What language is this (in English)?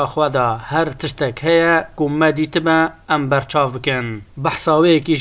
Kurdish